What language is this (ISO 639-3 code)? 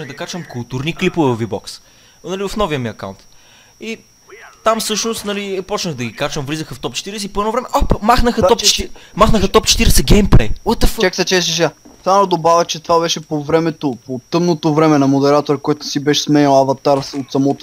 bul